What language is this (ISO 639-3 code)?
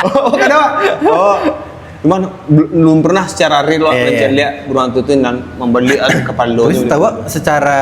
min